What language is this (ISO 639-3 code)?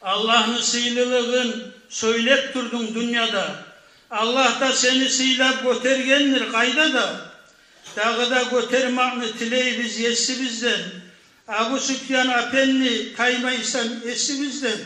kum